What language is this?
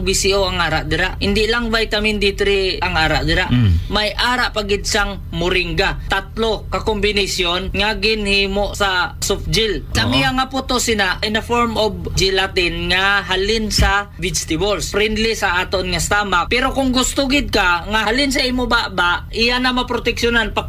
Hiligaynon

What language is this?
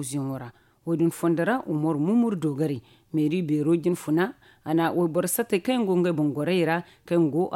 Zarma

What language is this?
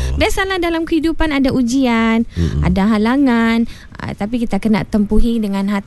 Malay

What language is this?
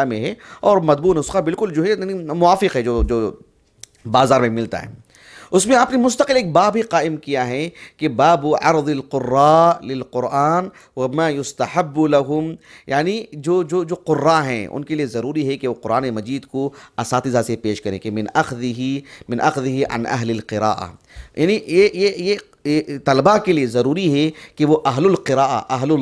Urdu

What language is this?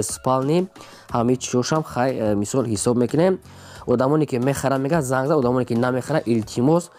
Tajik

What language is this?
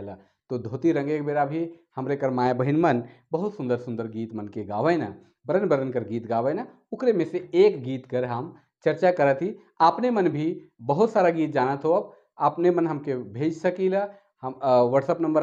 Sadri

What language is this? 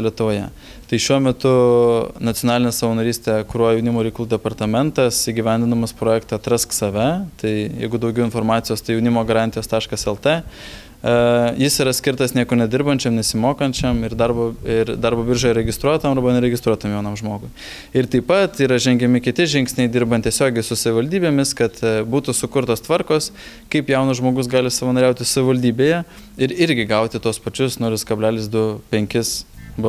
Lithuanian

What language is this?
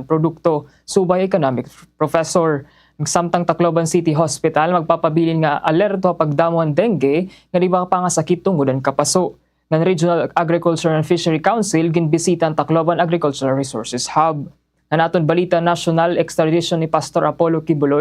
Waray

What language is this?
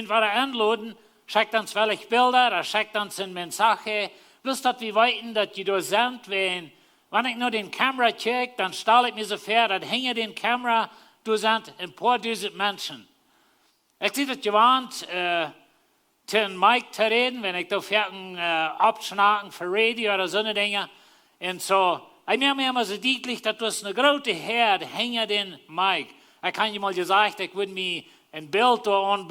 Plautdietsch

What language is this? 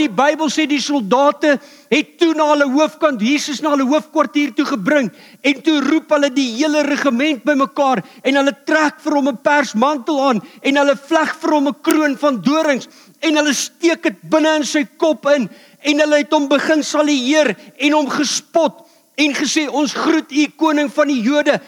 Afrikaans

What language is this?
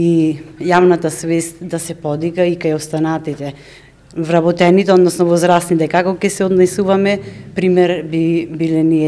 Macedonian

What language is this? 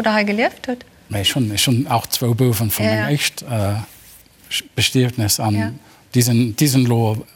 Luxembourgish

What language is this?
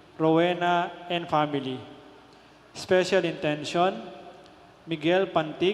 Pampanga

